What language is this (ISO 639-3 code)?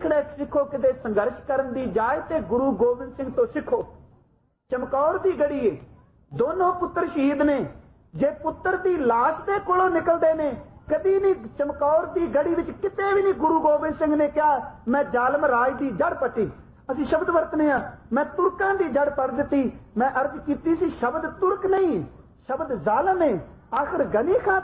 pan